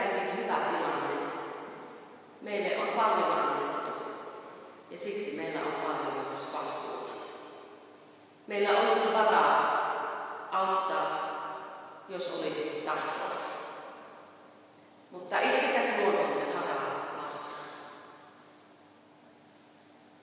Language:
Finnish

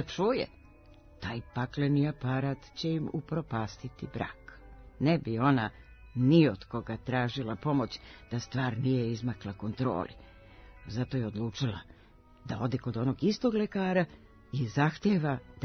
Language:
Serbian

